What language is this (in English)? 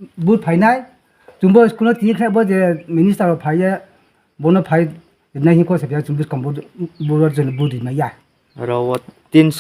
Kok Borok